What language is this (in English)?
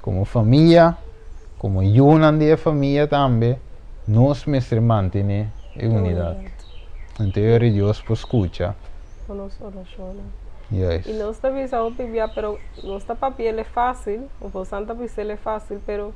Papiamento